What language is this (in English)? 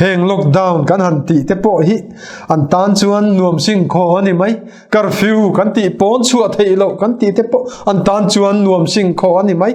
Mizo